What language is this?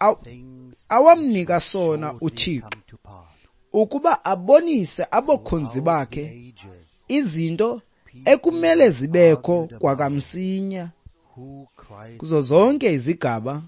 Xhosa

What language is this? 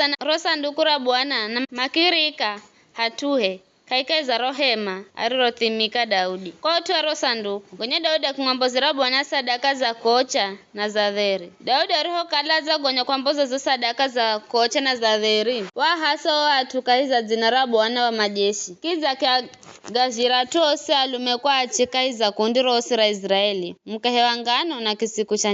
Giryama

